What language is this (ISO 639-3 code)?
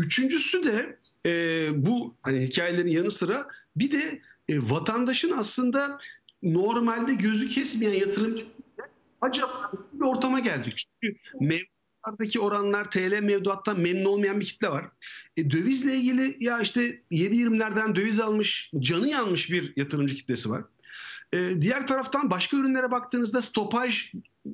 tur